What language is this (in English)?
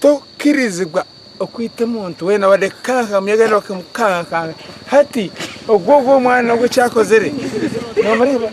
Nyankole